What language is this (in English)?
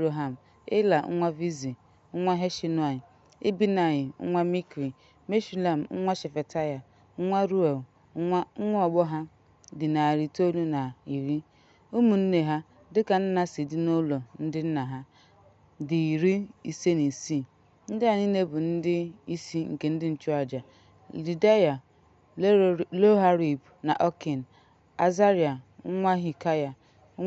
Igbo